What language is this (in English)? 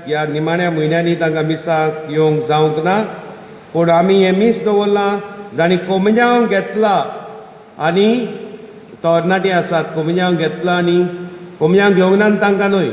Konkani